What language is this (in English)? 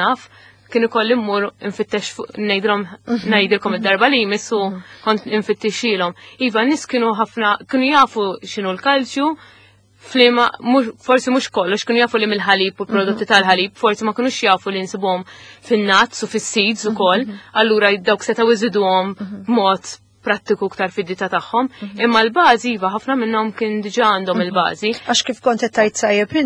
Maltese